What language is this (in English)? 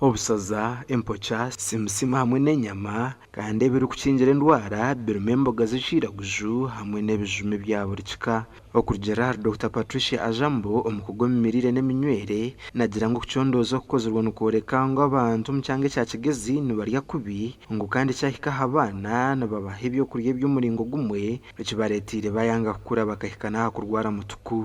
Nyankole